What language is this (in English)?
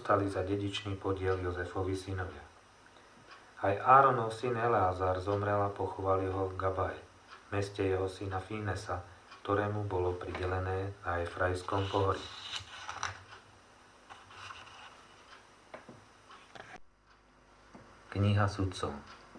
Slovak